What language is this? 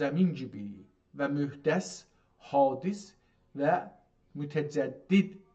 South Azerbaijani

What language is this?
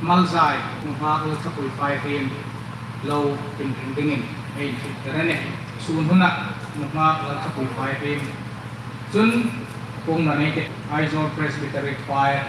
Hmar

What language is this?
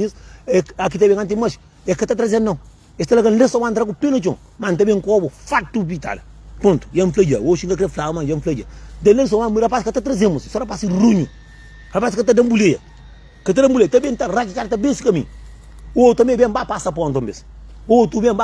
Kabuverdianu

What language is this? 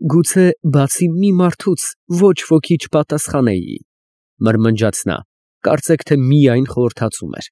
Armenian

